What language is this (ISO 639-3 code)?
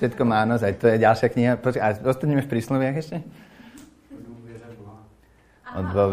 slk